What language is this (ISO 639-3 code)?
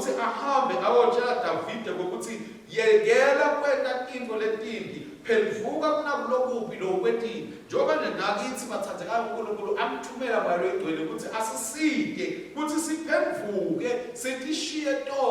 ssw